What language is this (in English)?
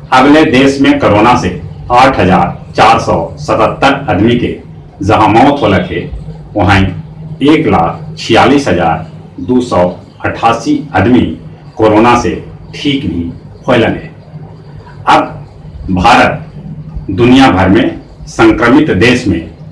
Magahi